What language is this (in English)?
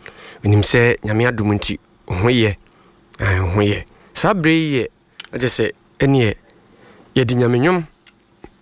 Akan